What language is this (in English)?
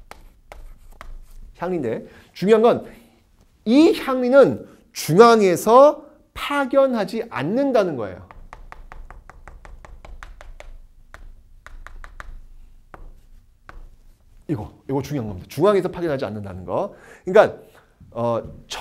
Korean